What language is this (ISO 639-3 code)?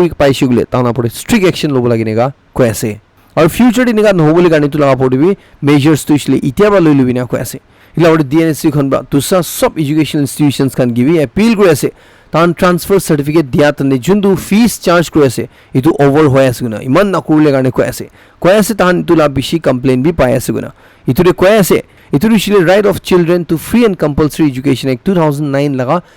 nag